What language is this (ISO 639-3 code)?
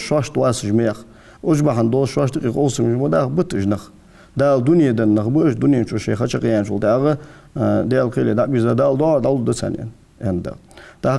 inh